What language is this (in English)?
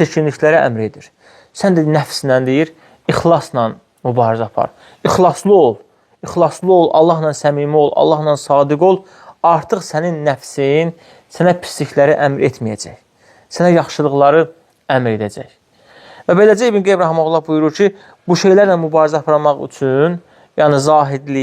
Azerbaijani